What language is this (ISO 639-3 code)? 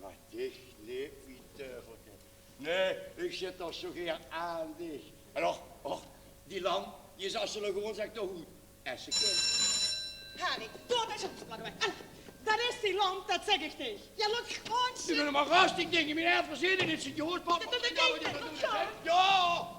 lim